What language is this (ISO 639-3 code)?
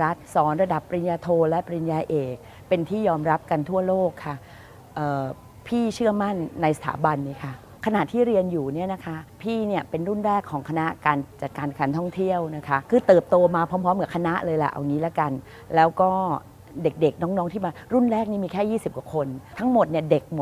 tha